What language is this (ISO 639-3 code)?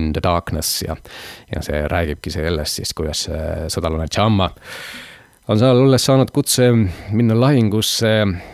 est